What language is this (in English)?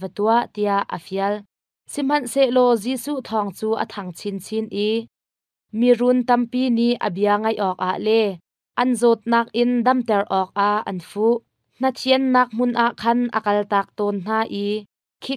Hakha Chin